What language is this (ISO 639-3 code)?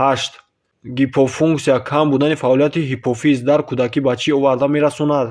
tgk